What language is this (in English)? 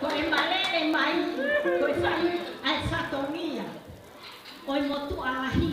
Tongan